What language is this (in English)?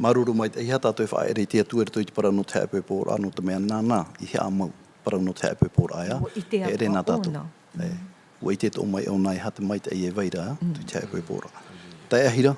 Tahitian